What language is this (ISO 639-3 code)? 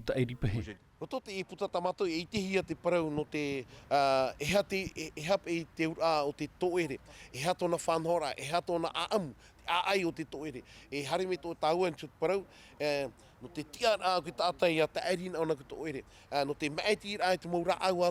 tah